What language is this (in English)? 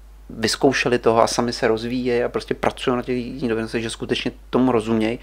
Czech